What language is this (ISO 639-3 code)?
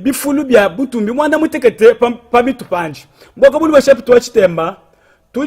lua